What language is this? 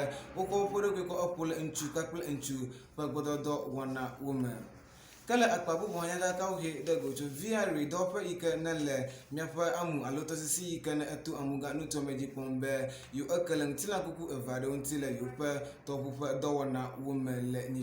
Ewe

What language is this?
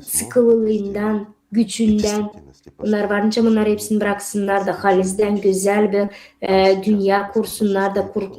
Gagauz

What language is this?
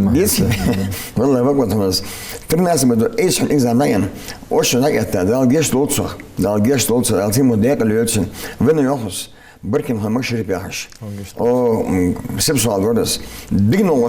Ingush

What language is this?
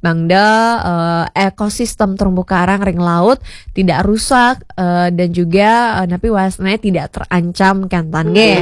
Balinese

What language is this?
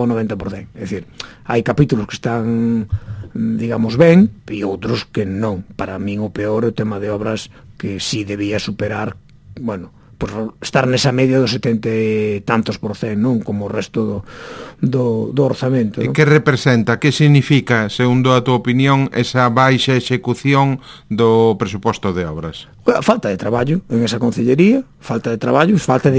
Galician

